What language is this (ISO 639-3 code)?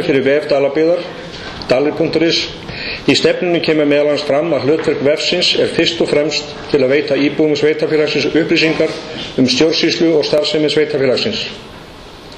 isl